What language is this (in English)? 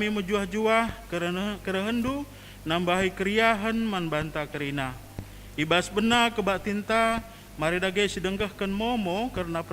Batak Karo